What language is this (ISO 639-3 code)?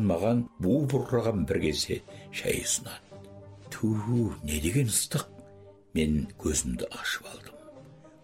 kaz